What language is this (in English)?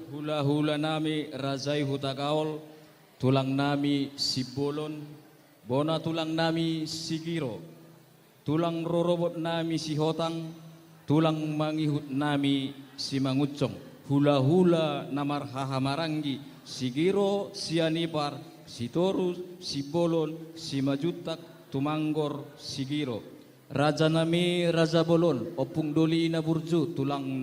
Batak Toba